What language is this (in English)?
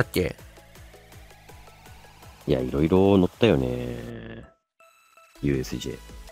Japanese